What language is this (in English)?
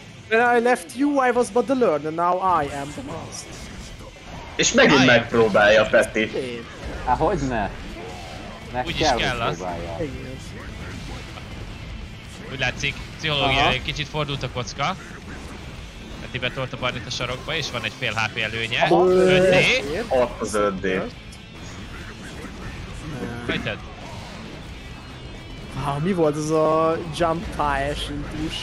Hungarian